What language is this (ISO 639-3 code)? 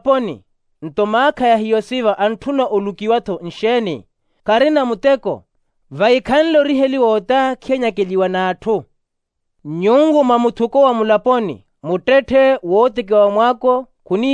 vmw